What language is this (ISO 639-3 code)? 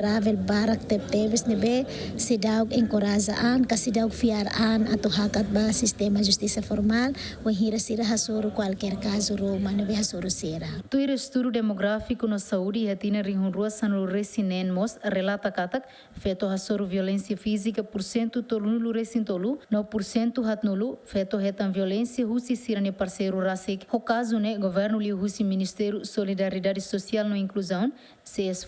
tet